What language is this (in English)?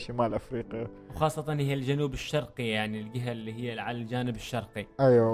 Gulf Arabic